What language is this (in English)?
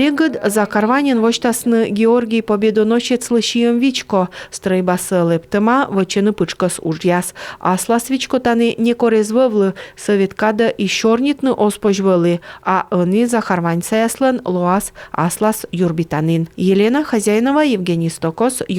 Komi